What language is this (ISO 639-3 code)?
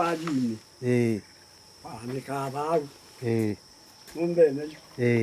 kam